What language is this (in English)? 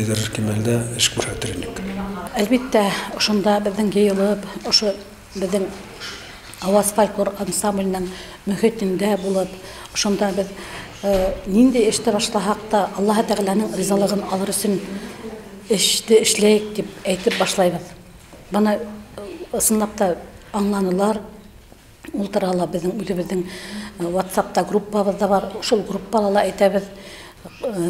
Bashkir